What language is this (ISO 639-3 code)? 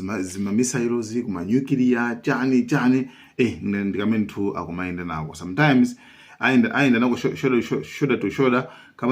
nya